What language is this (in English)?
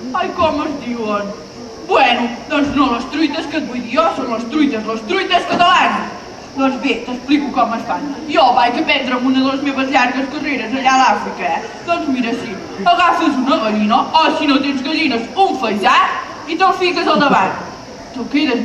Catalan